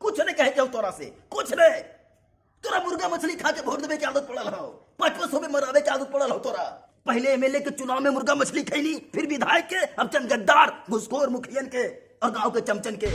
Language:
Magahi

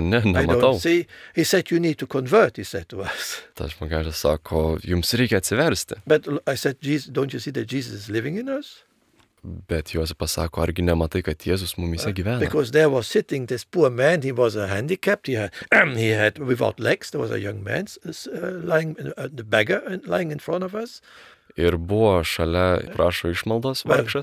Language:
Lithuanian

